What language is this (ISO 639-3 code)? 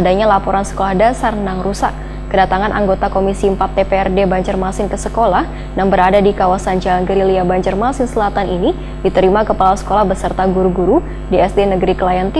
bjn